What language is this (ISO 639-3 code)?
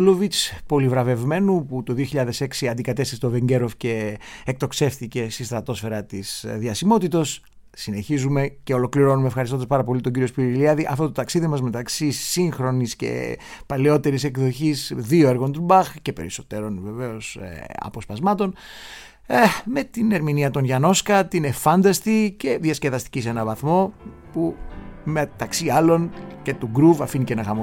ell